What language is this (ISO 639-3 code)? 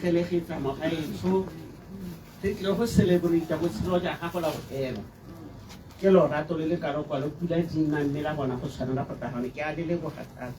tsn